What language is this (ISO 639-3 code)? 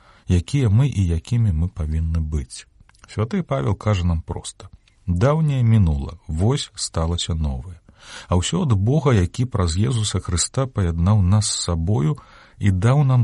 bel